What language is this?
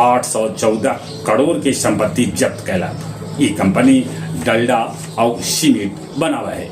Magahi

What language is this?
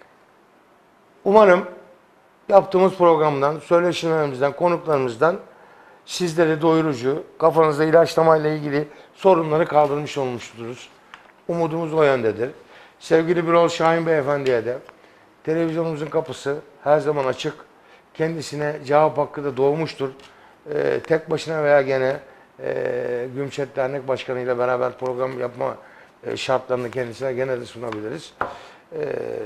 Turkish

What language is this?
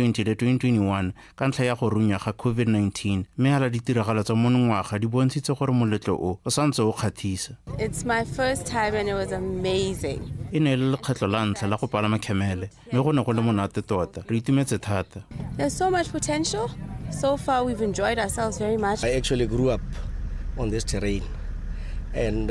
Tswana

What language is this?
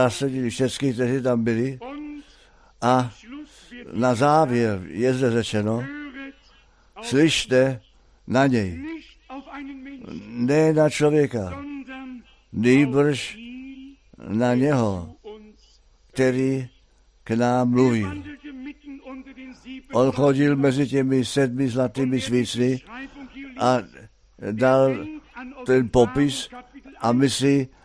Czech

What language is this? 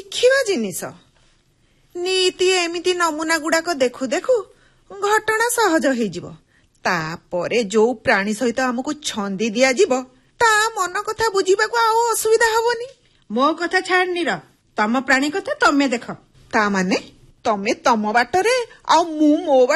Odia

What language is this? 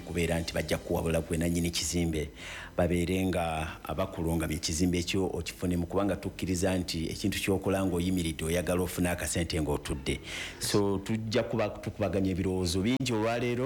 Ganda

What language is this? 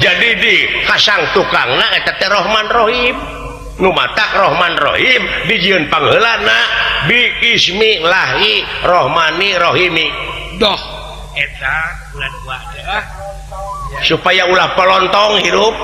Sundanese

